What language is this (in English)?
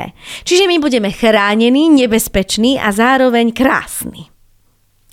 Slovak